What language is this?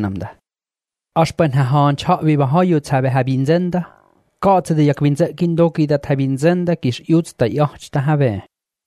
Estonian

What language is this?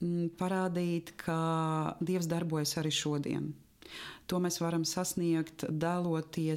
Latvian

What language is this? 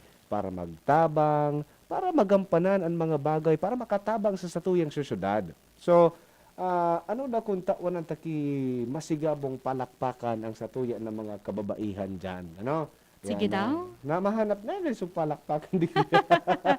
Bikol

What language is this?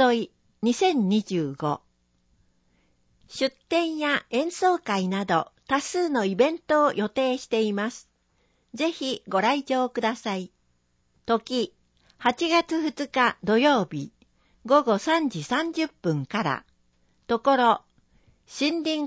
Japanese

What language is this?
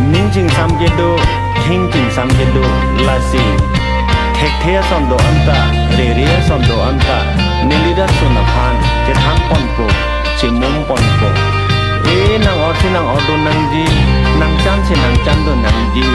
Karbi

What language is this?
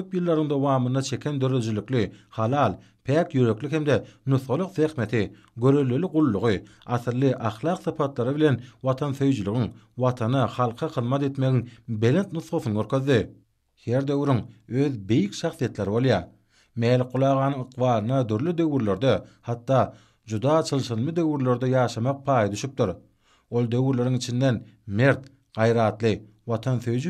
Turkmen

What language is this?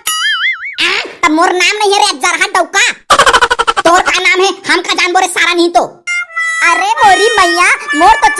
Chhattisgarhi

